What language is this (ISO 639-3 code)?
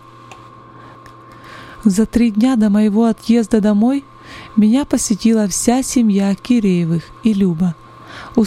rus